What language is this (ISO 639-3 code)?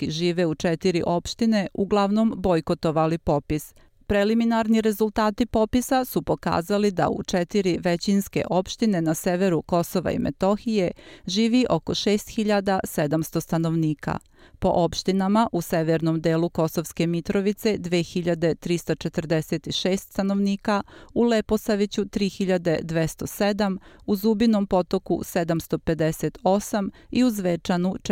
srp